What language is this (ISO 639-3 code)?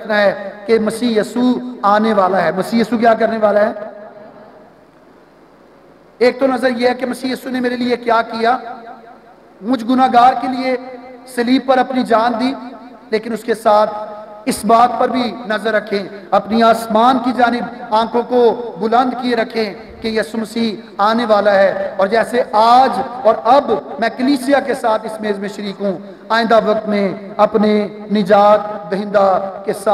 urd